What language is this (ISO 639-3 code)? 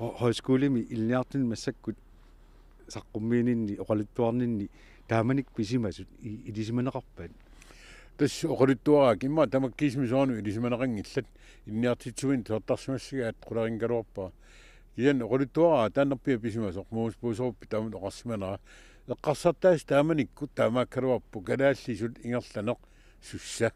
kal